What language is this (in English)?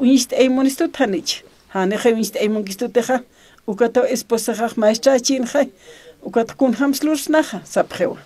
Aymara